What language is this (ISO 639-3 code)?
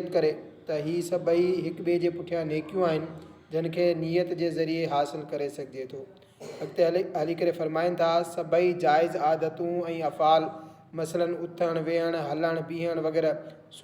snd